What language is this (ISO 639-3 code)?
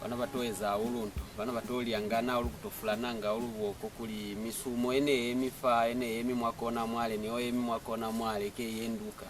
loz